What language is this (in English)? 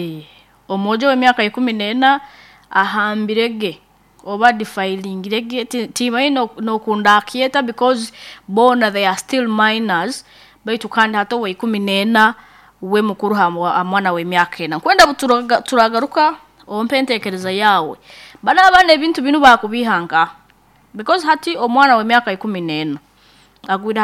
Nyoro